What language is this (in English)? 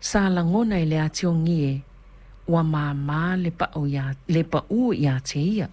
Samoan